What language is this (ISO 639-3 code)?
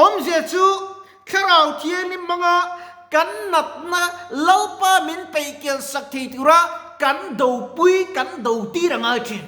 lus